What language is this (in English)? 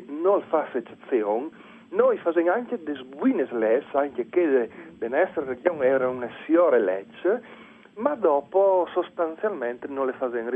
Friulian